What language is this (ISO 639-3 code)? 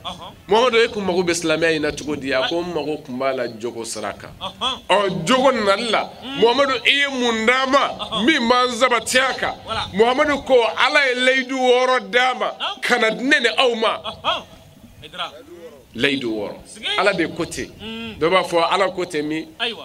bam